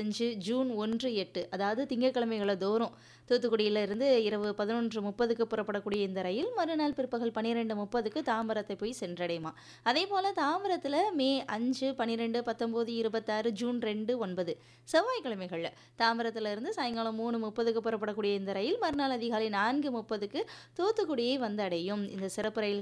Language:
Tamil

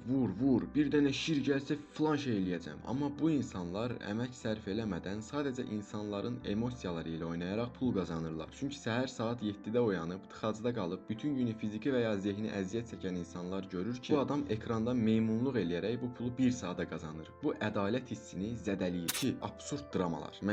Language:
Azerbaijani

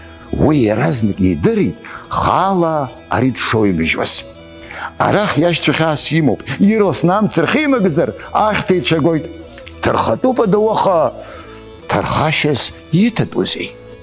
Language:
Abkhazian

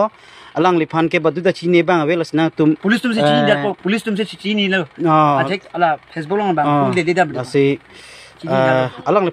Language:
Karbi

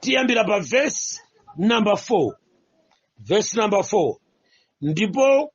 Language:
Nyanja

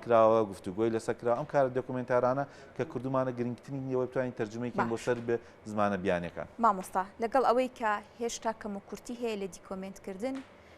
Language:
Central Kurdish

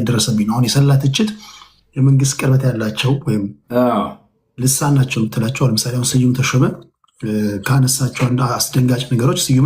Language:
Amharic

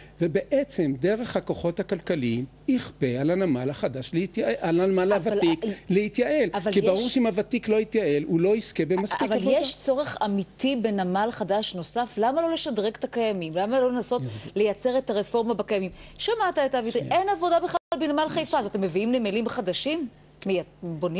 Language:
Hebrew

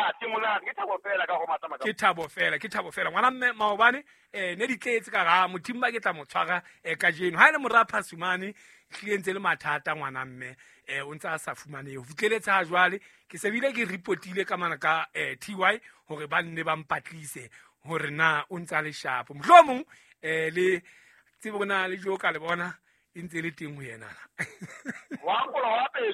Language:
Southern Sotho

